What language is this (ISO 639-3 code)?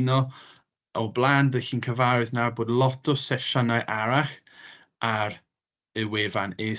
cym